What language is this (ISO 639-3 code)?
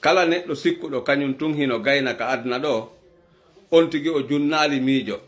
ful